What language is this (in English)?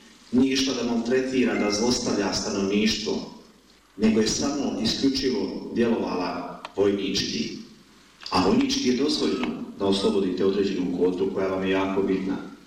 Bosnian